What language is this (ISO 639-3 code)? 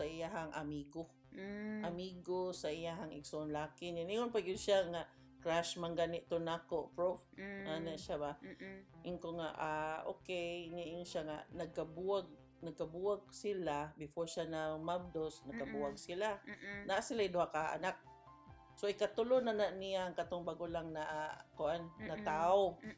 ceb